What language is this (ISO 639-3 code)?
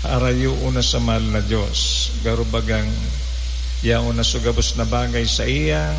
bik